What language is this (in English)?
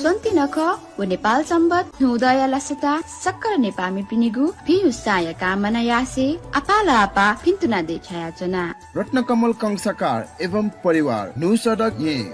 Newari